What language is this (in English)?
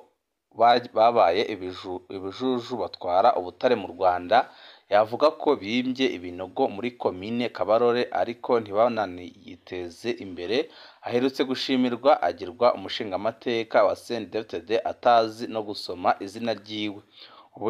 Rundi